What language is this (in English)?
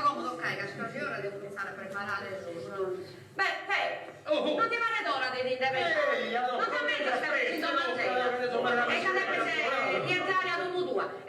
Sardinian